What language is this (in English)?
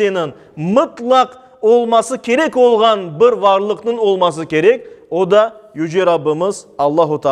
Crimean Tatar